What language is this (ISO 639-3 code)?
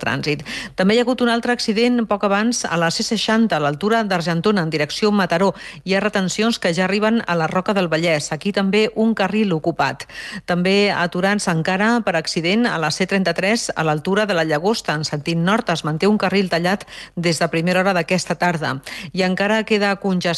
cat